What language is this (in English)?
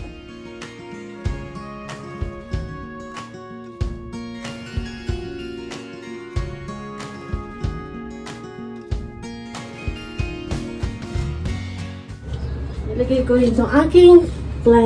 Filipino